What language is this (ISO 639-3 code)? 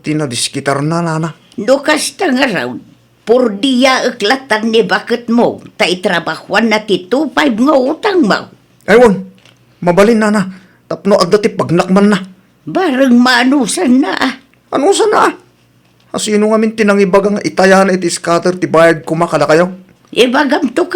ilo